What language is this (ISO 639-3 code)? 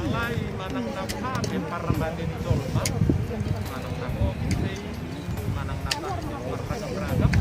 bbc